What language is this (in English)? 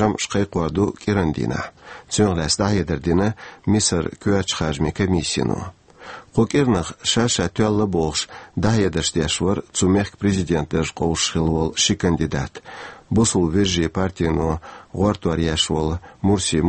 Chechen